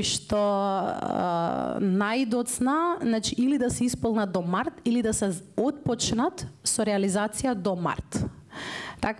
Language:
Macedonian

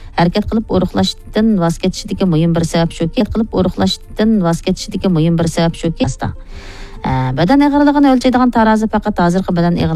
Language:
Uyghur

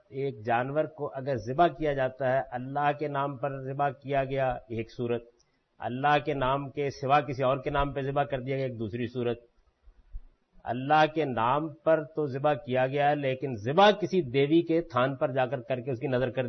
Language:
Urdu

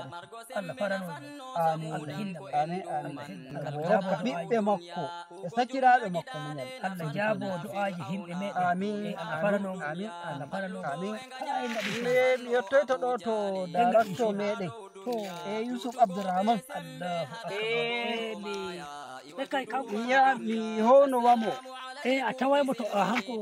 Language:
Fula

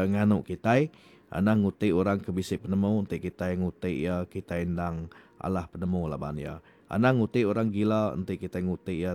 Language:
Iban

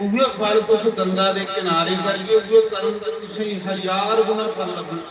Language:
Dogri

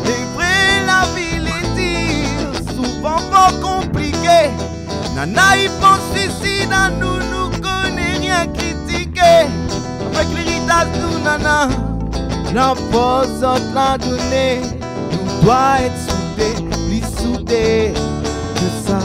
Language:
Réunion Creole French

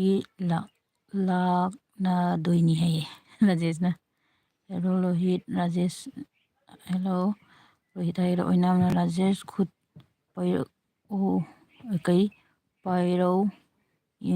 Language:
Manipuri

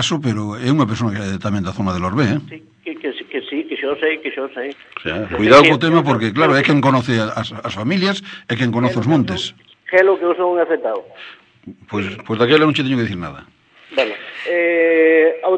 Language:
Galician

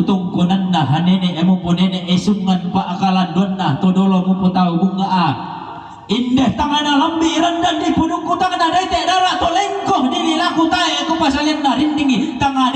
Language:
Toraja-Sa'dan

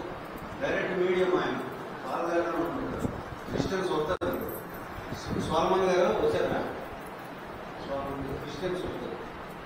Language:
Telugu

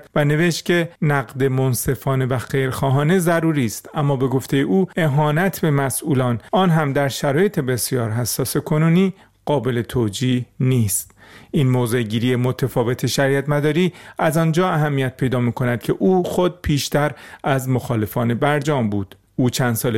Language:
Persian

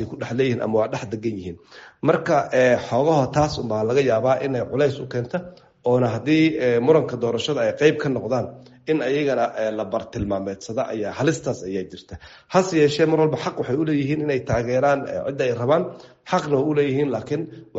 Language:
Somali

